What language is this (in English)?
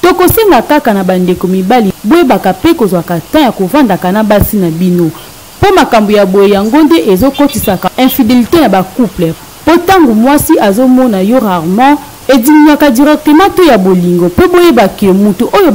Lingala